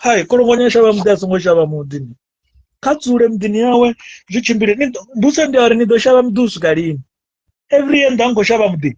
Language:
Venda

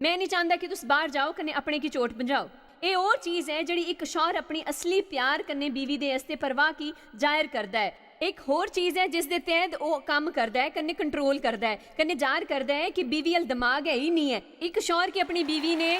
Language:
Dogri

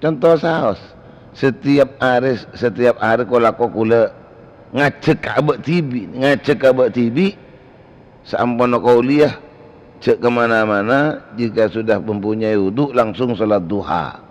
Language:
Madurese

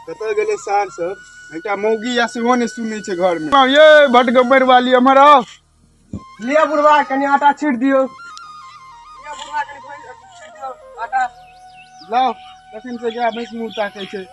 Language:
Maithili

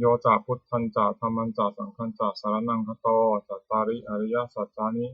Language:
Pali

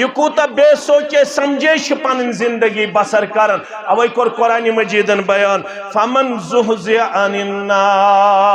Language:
Kashmiri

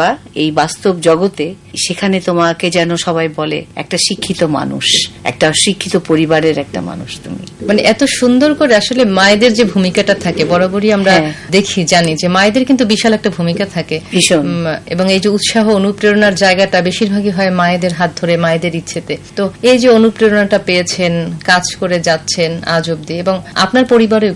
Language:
Bangla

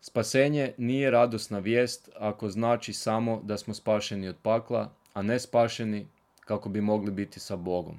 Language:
Croatian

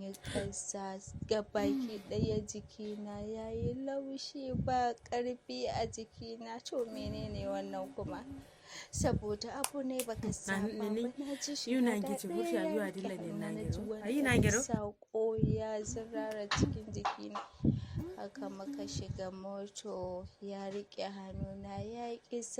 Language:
Hausa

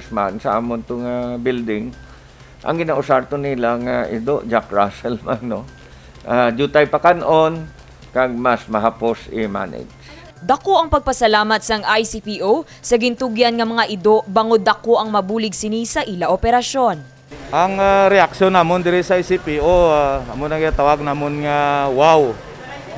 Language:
Hiligaynon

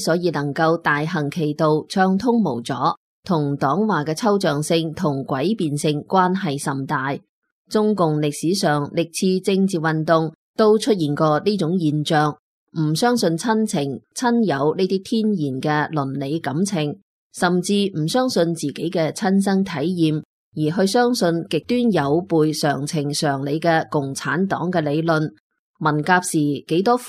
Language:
Cantonese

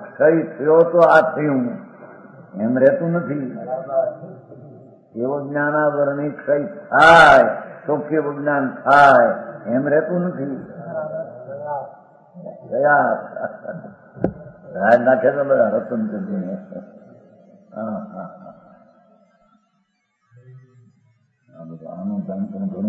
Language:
Gujarati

